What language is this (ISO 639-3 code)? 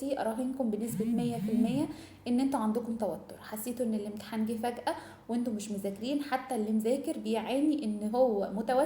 arz